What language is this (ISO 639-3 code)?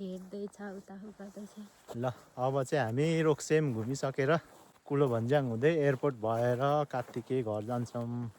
nep